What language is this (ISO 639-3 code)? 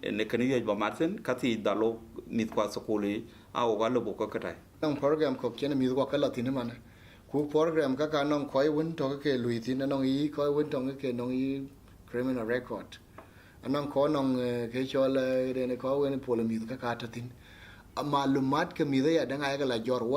din